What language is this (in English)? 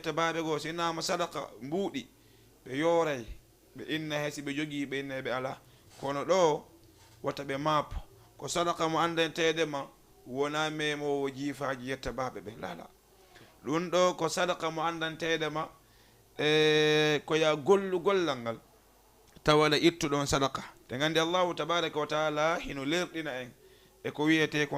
Fula